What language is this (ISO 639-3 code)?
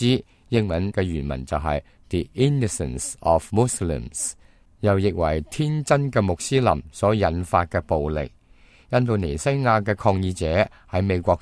yue